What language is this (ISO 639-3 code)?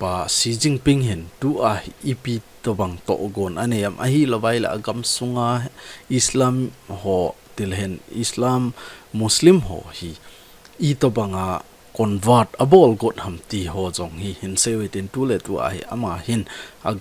tcz